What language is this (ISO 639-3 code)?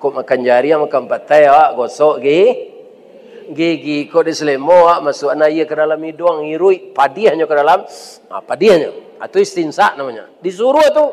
min